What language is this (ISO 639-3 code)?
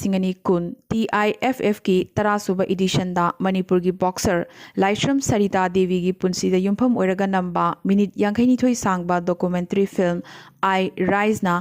mni